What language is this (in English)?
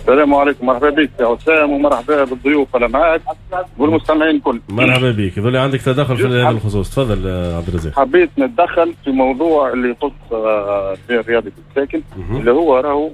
Tunisian Arabic